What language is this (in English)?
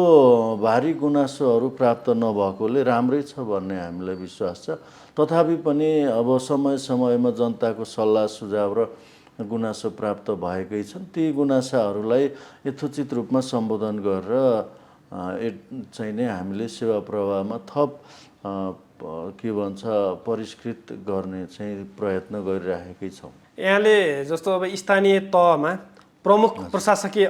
Nepali